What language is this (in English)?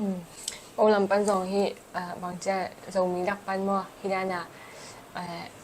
Tedim Chin